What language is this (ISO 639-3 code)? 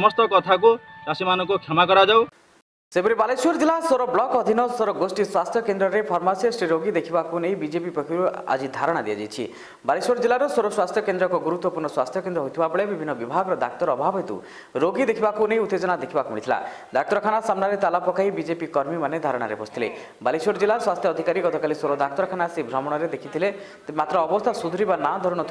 ori